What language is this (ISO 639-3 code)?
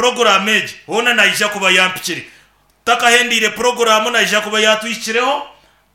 nyn